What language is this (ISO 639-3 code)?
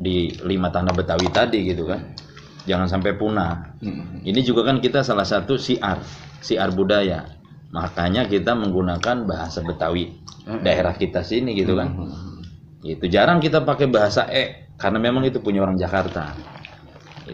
bew